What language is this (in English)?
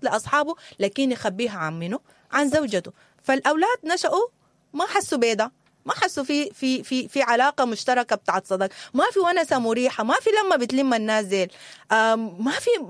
Sudanese Arabic